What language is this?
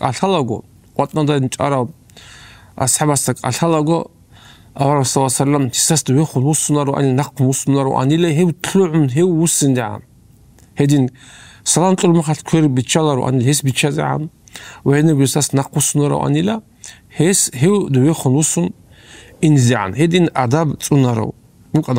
Avaric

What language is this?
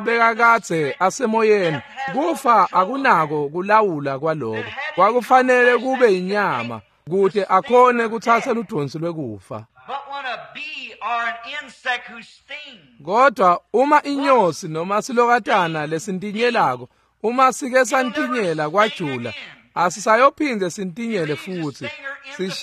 Swati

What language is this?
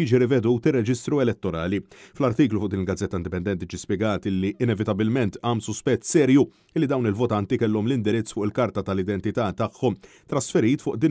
Maltese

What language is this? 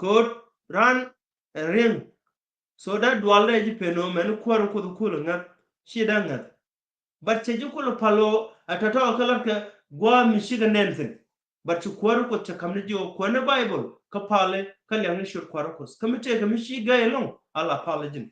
Nuer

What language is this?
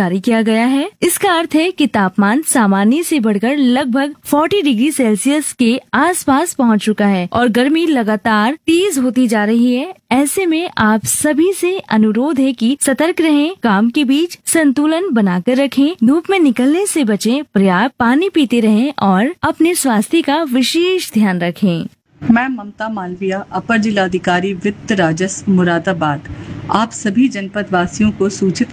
Hindi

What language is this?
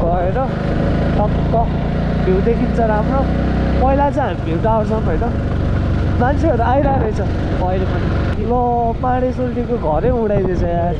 Nepali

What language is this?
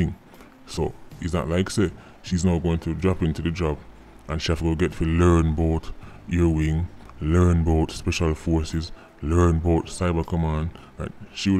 Jamaican Creole English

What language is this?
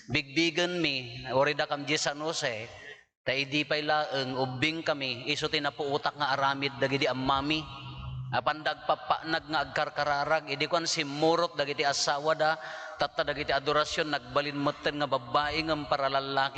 Iloko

